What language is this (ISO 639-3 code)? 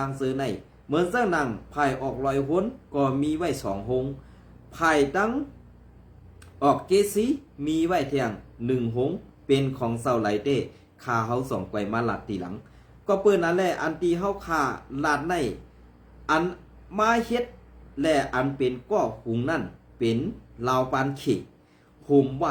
shn